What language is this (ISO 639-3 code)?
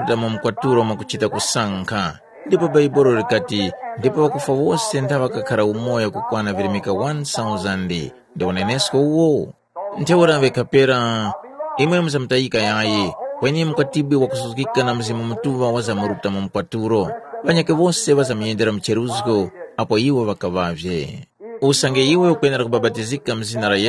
tum